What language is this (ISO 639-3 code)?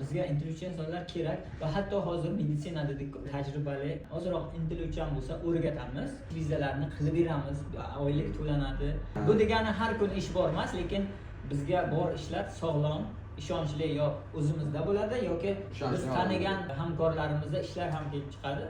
uzb